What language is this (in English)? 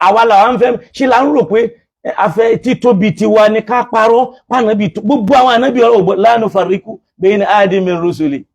Yoruba